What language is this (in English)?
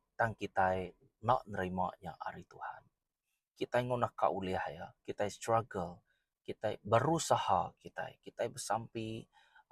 Iban